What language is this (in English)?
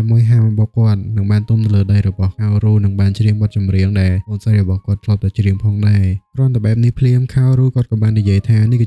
Khmer